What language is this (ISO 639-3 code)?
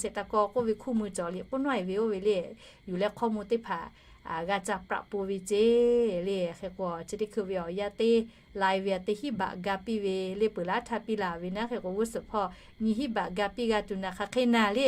lhu